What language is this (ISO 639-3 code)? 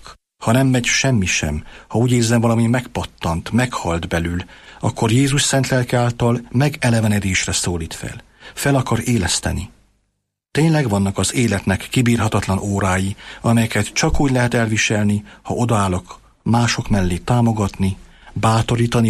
hun